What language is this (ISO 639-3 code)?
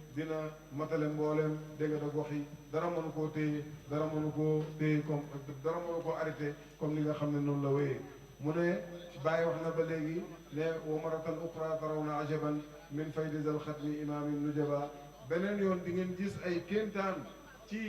wol